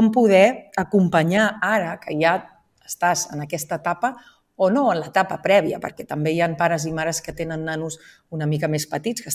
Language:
Catalan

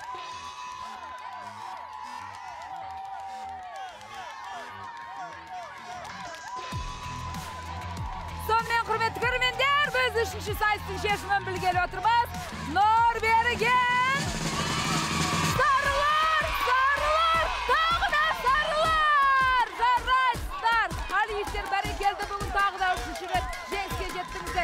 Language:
Kazakh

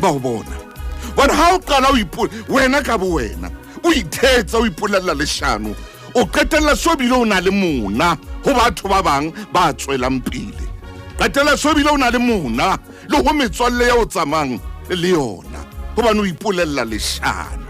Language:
Southern Sotho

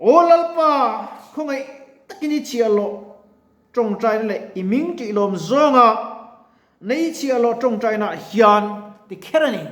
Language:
Mizo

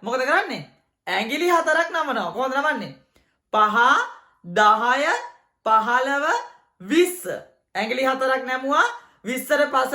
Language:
Sinhala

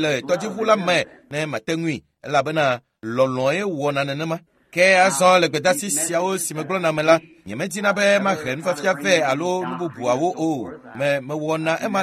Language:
Ewe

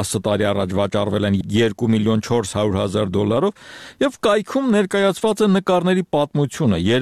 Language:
Armenian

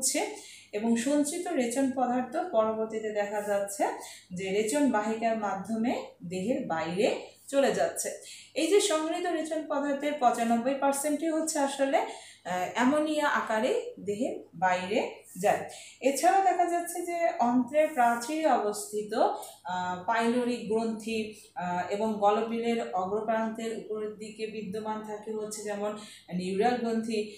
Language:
Bangla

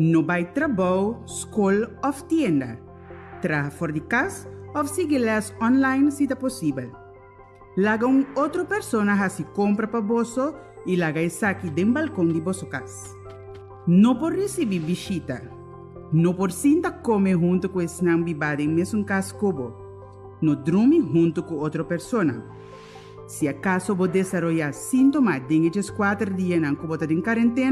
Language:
Papiamento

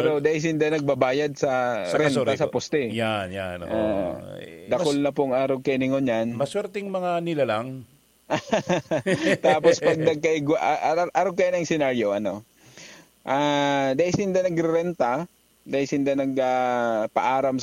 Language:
Bikol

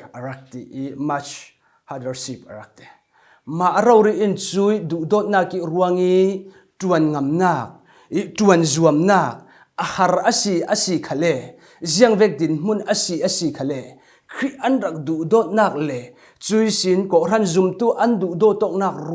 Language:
Falam Chin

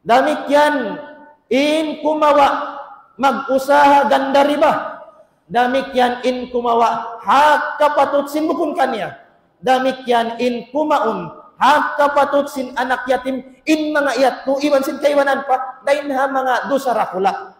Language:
Tausug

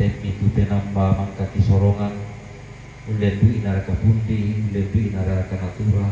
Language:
Toraja-Sa'dan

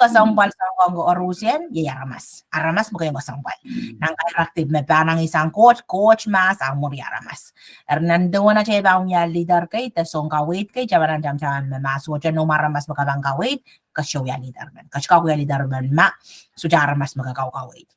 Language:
Pohnpeian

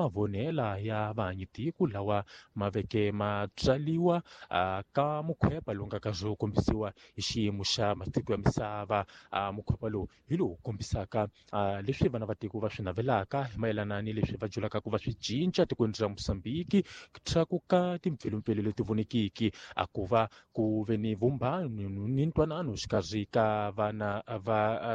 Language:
Tsonga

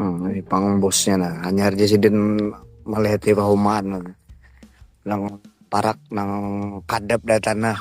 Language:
Banjar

